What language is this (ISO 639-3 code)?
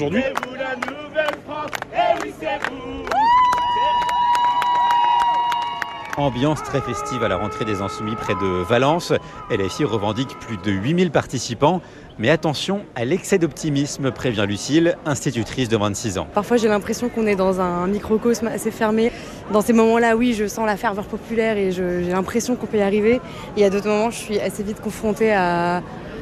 fra